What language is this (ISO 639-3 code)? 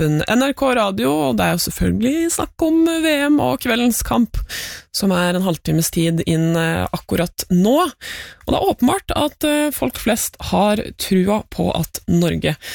nor